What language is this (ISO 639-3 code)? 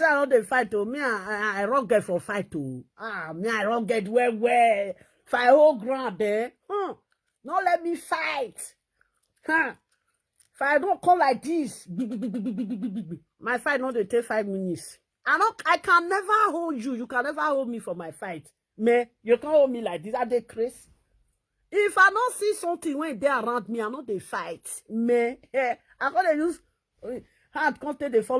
pcm